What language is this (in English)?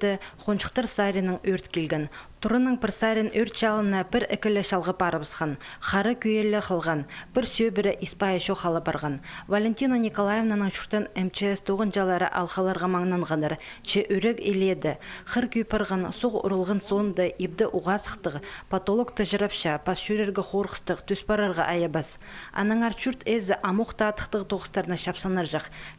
Khakas